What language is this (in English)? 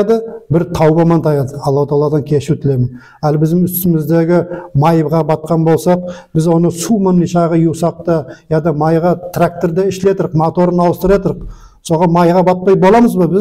Nogai